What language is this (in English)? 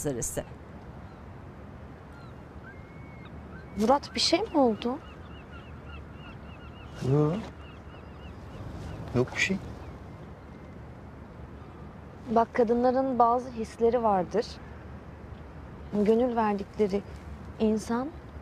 Turkish